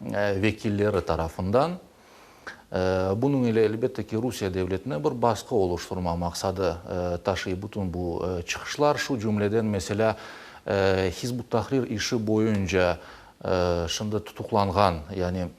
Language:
Crimean Tatar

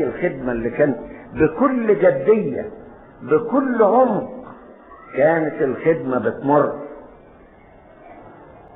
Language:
Egyptian Arabic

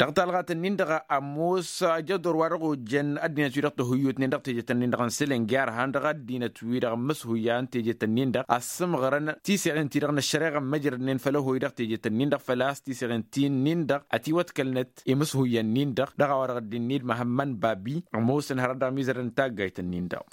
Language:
Tamasheq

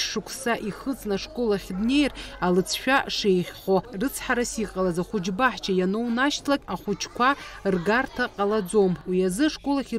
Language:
Abkhazian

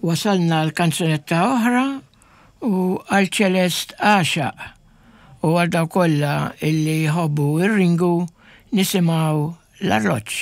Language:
Maltese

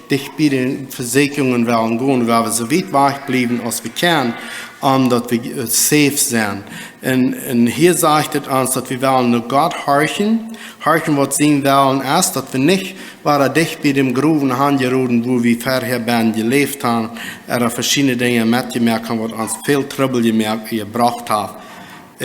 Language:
Plautdietsch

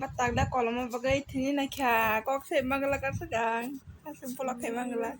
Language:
Kok Borok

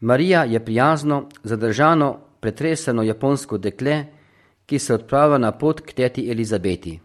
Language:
Slovenian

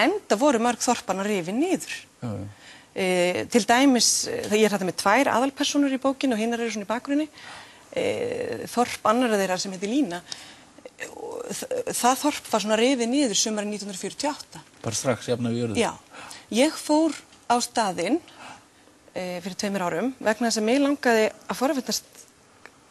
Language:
Icelandic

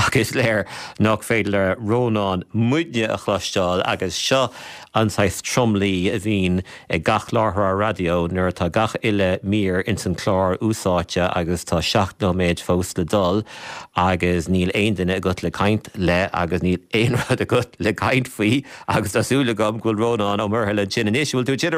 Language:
Irish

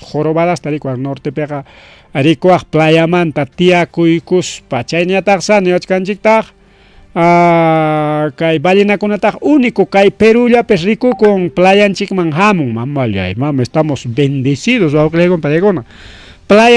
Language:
Ayacucho Quechua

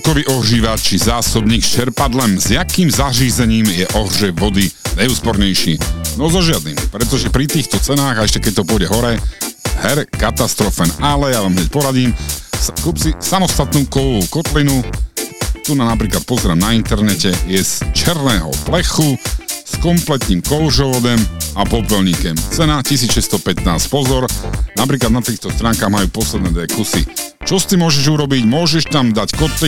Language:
Slovak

